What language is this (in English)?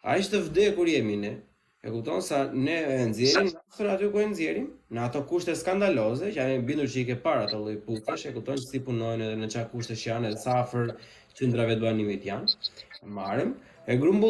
Albanian